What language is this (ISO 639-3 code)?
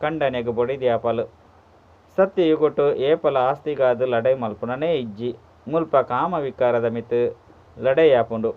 tcy